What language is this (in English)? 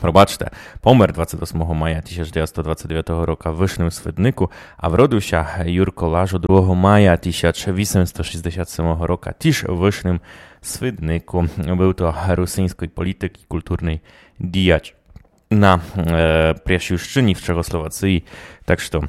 Rusyn